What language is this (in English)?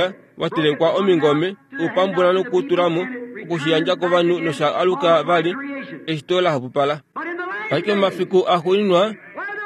Kuanyama